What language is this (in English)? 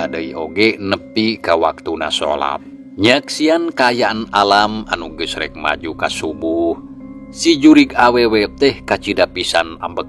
Sundanese